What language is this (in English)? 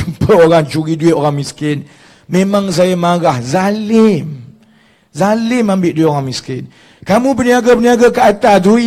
Malay